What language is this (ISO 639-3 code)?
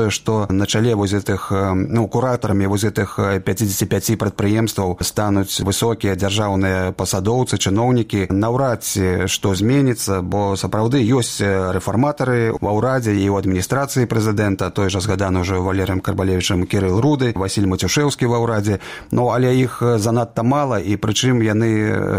bel